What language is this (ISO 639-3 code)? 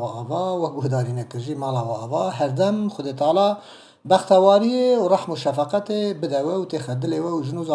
kur